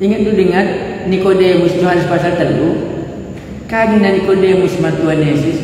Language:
Batak Karo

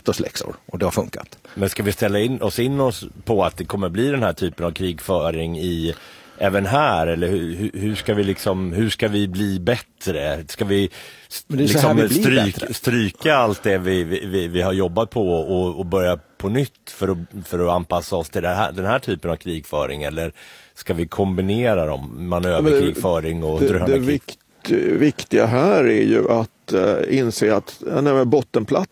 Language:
Swedish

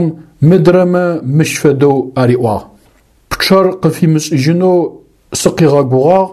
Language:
Adyghe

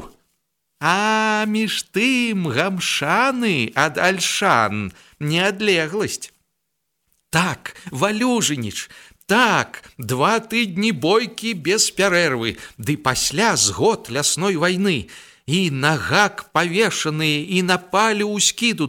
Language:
Belarusian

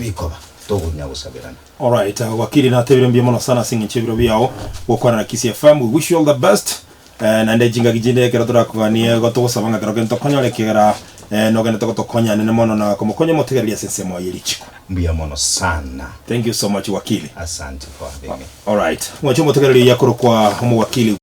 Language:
Gusii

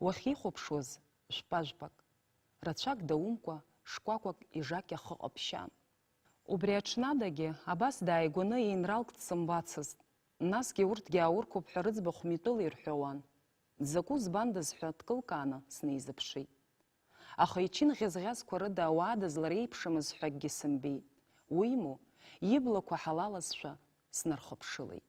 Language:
Abkhazian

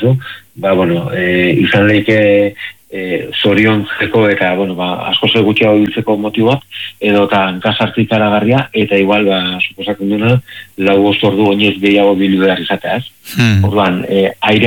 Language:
Basque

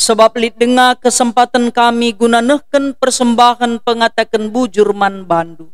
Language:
Batak Karo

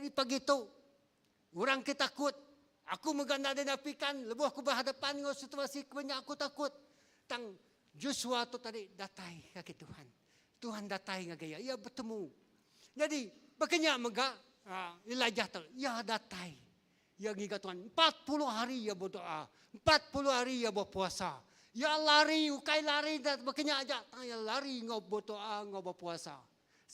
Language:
Iban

